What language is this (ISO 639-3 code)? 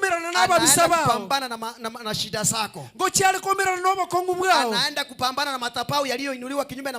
guz